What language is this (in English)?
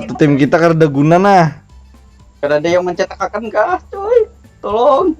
Banjar